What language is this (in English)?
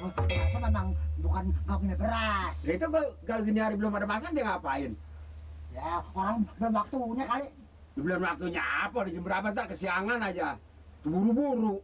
Betawi